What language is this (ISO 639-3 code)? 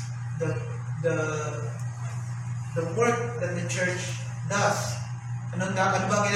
fil